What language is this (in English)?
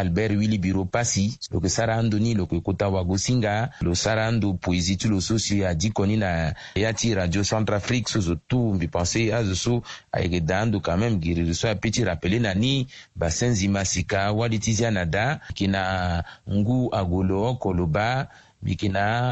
Sango